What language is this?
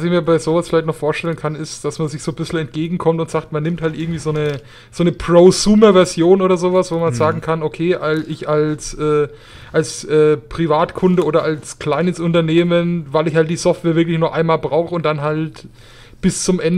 German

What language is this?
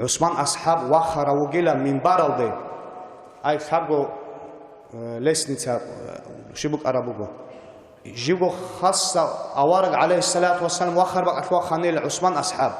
Avaric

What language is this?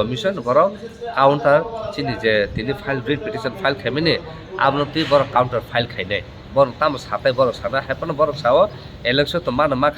Kok Borok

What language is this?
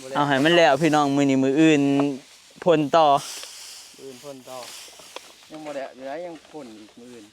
Northeastern Thai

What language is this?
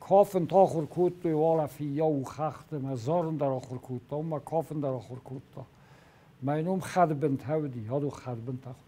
Ossetic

